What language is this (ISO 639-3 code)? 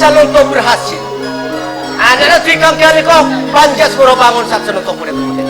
mad